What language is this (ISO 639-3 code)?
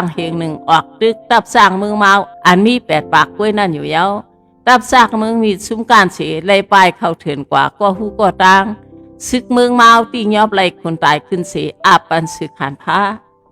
shn